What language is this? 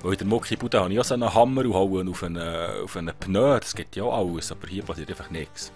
Swiss German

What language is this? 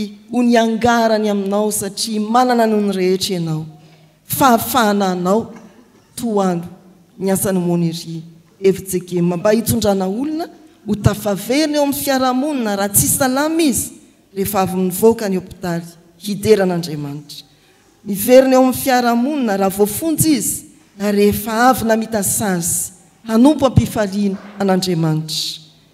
Malagasy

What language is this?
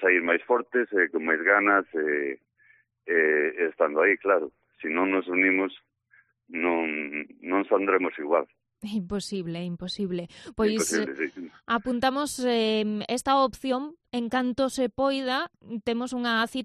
Galician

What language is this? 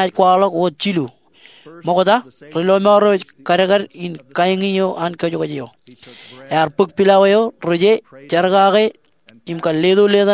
Marshallese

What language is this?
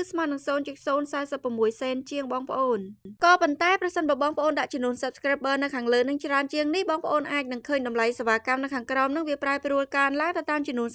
Khmer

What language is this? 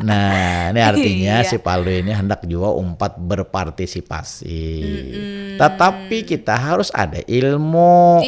Banjar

